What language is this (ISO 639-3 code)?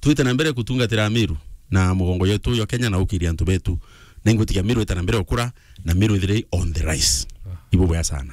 mer